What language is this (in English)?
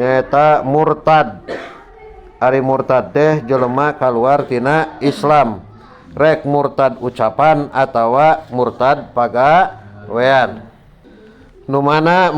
Sundanese